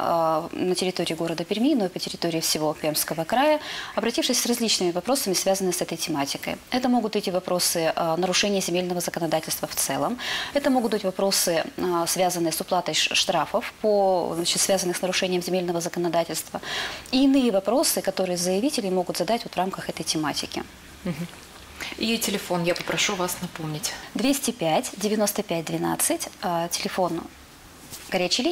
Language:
Russian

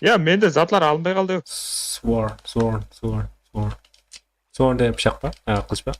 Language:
Kara-Kalpak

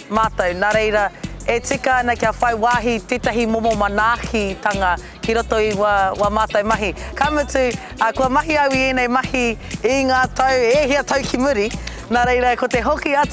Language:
Māori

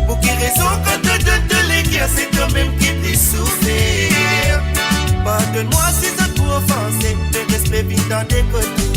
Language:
Morisyen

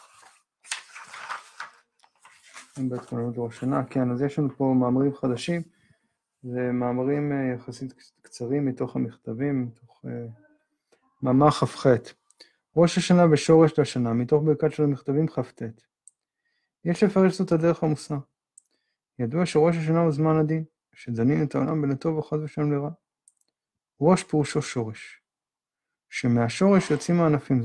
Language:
Hebrew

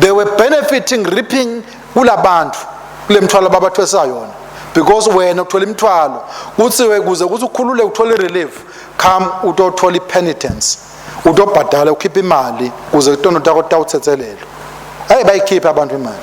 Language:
Swati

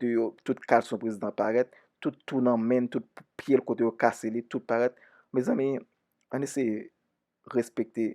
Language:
Haitian Creole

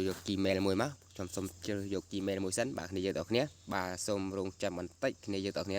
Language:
Khmer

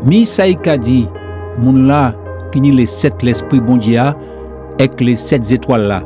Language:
Guadeloupean Creole French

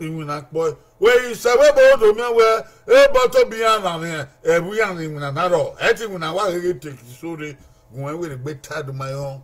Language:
Bini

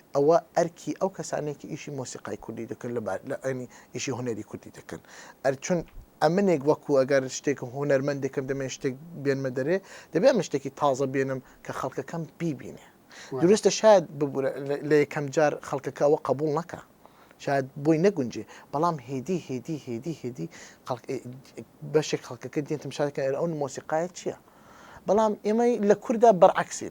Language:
Central Kurdish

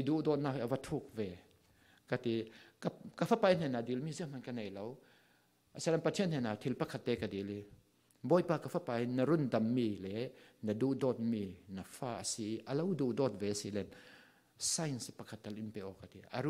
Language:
Falam Chin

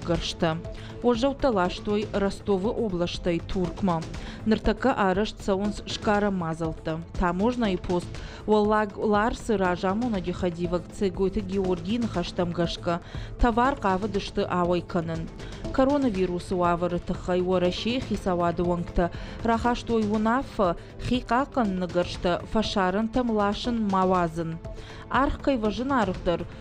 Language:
Ossetic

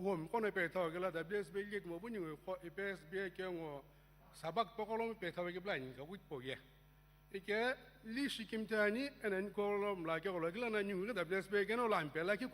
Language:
Sumi Naga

